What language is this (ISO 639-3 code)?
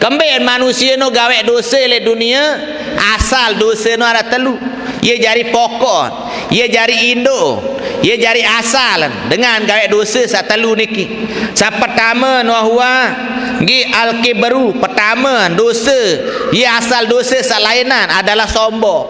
sas